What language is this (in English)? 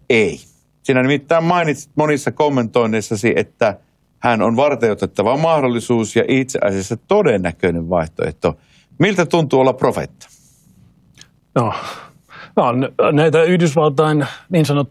Finnish